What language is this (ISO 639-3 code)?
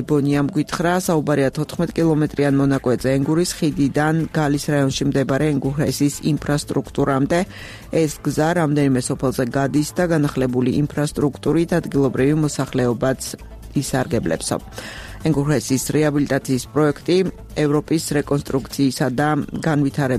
kat